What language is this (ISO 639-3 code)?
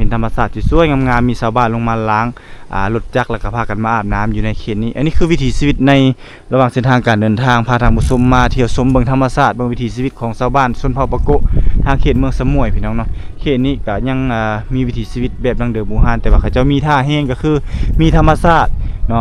lao